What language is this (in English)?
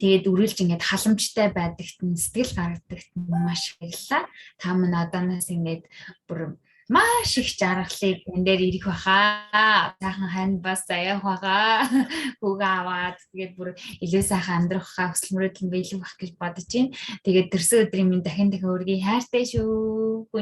Mongolian